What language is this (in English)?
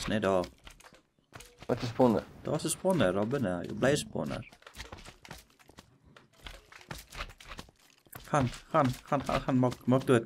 Afrikaans